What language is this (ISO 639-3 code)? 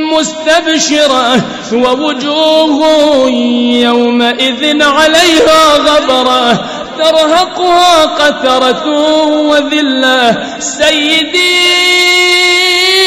ara